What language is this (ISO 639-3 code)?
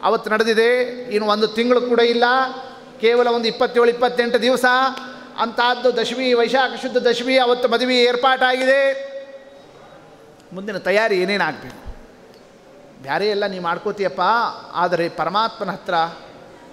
kan